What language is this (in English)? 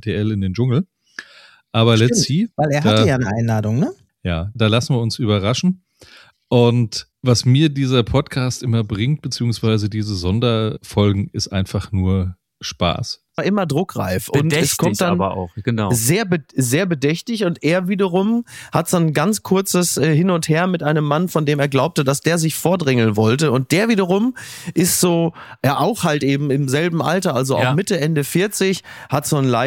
German